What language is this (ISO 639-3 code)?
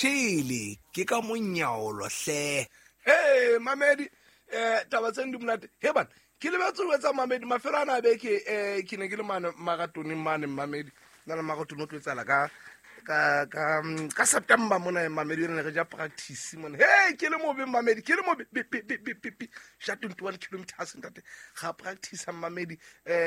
sot